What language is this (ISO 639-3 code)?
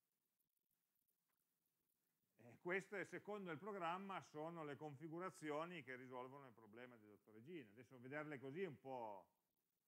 ita